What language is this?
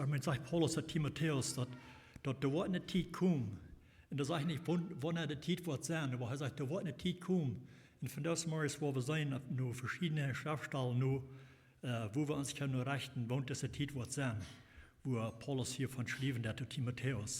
Plautdietsch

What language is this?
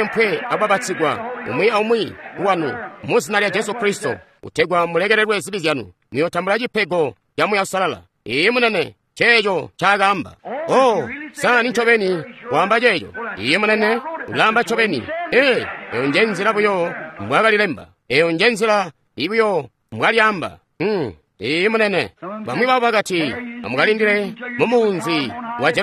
Tonga (Zambia)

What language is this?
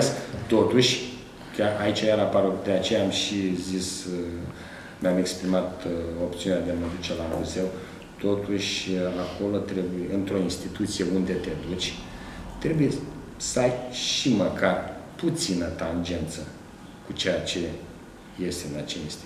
Romanian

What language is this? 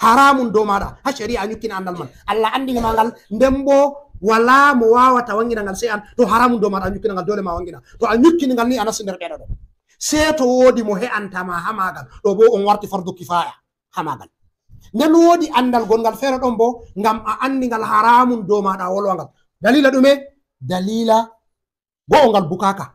Fula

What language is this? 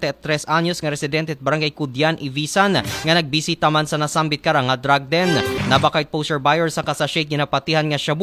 Aklanon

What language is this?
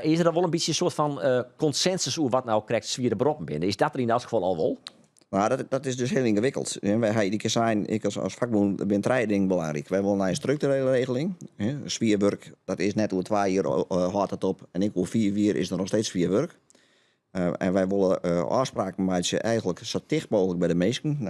Western Frisian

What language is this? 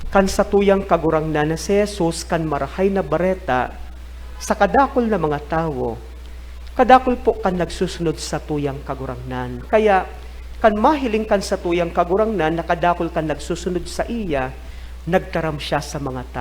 Bikol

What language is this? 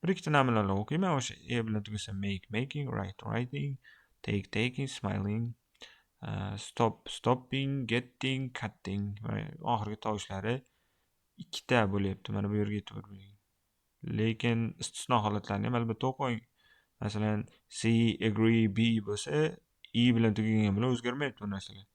Uzbek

